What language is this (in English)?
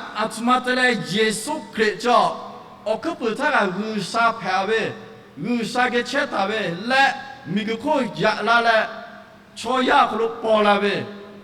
Lahu